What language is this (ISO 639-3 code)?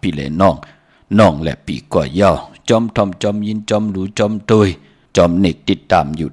shn